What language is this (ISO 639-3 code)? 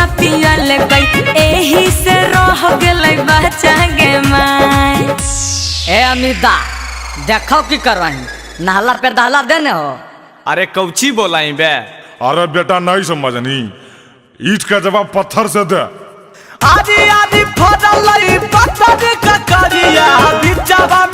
mag